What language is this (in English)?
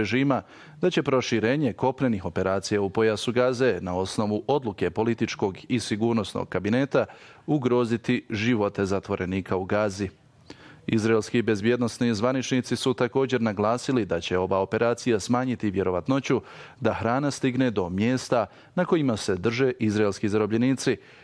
Bosnian